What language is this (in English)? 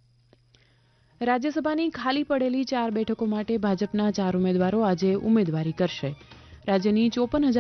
Gujarati